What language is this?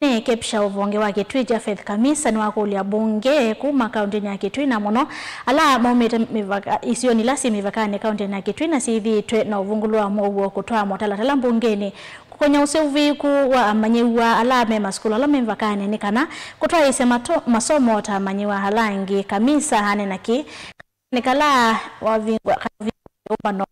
Kamba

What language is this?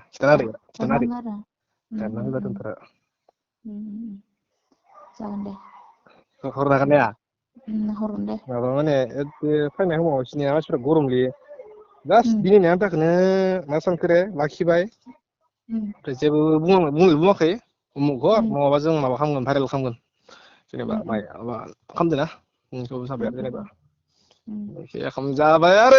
Bodo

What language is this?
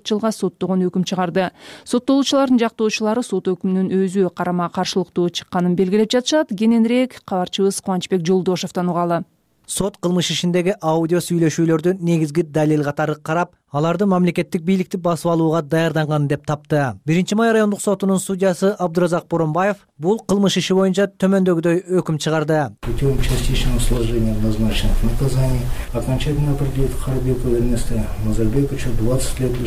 Kyrgyz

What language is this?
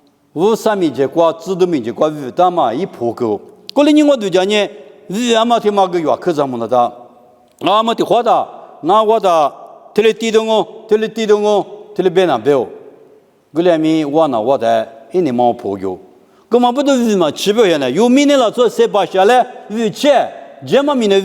Lisu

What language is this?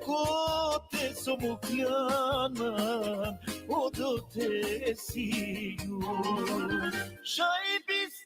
Balkan Romani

